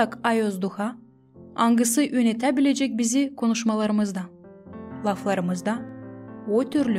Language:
Gagauz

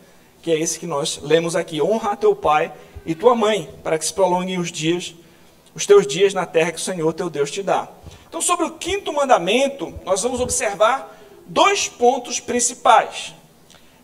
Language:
Portuguese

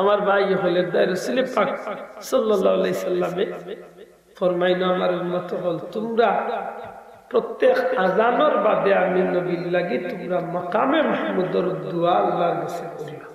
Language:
Sylheti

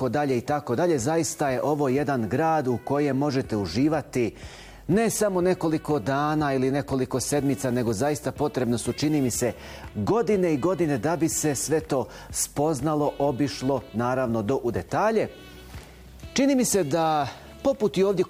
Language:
Bosnian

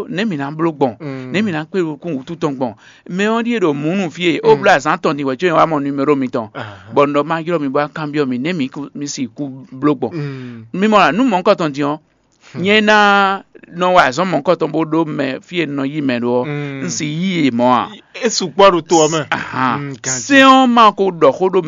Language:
Fon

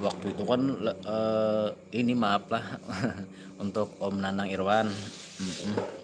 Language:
Banjar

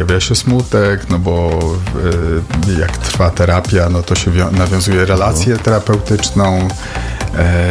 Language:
Polish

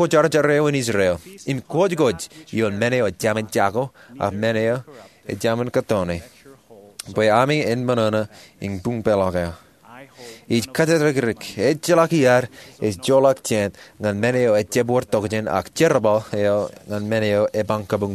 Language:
Marshallese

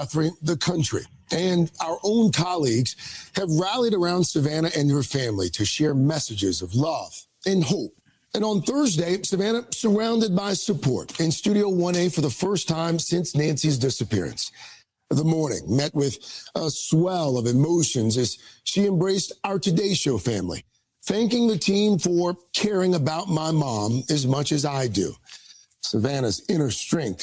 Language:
English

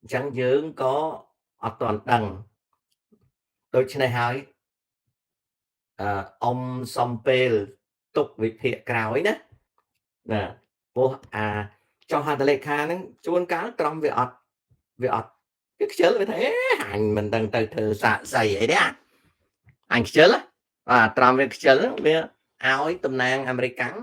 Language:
Khmer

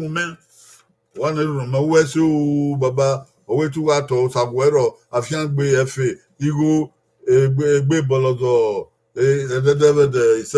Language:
Bini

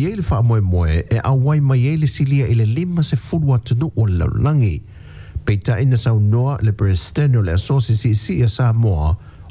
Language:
Samoan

